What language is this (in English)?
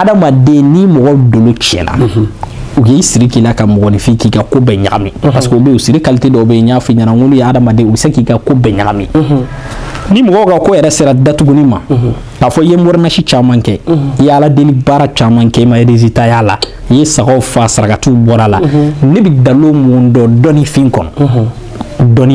Bambara